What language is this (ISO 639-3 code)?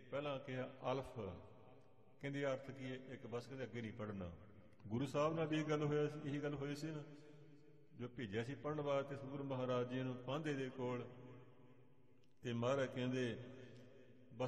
pan